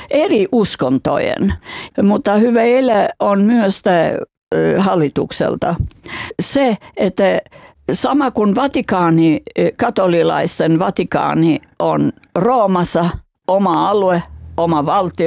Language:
Finnish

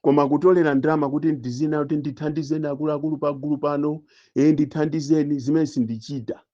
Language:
Nyanja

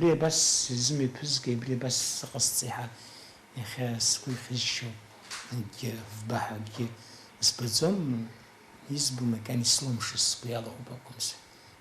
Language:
Abkhazian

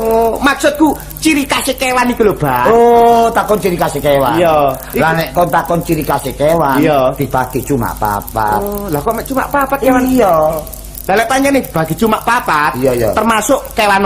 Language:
Javanese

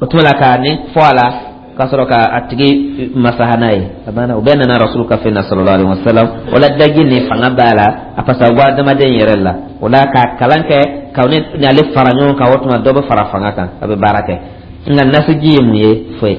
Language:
Dyula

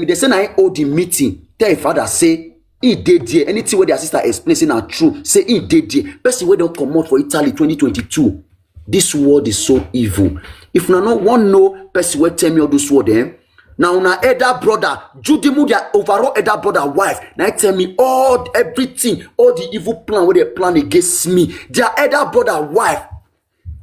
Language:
Nigerian Pidgin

